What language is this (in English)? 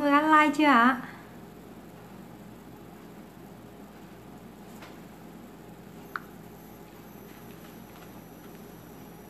Vietnamese